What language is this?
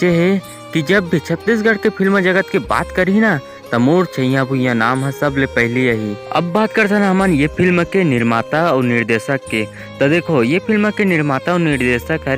Chhattisgarhi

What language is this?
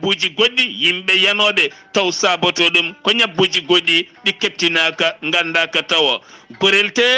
Fula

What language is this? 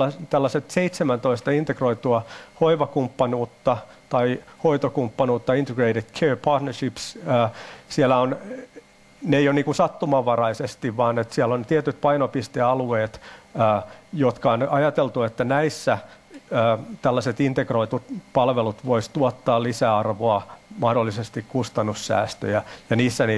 Finnish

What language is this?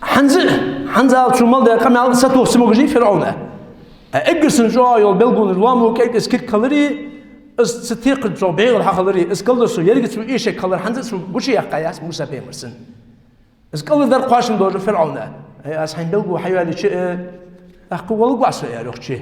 Ingush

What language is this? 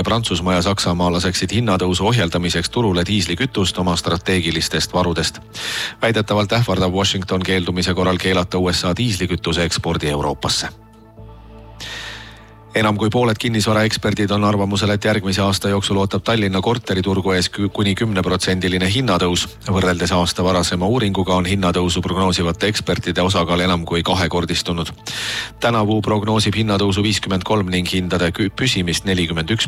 Estonian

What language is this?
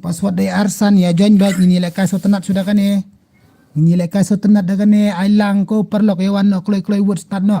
Khasi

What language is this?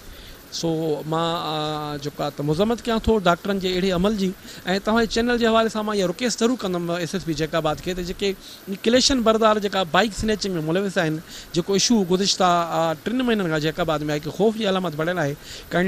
Sindhi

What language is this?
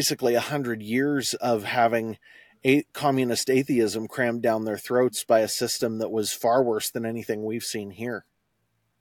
English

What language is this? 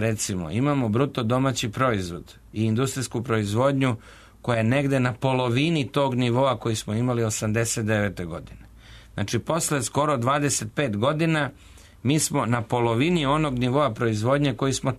Serbian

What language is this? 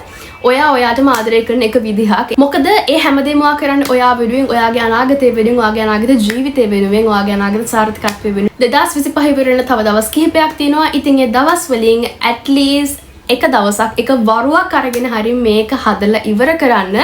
Sinhala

